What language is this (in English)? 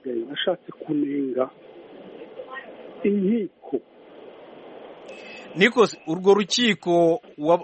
Kinyarwanda